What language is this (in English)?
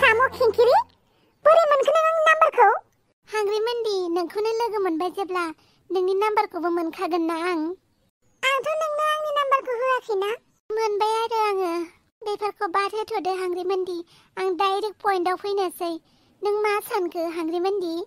Bodo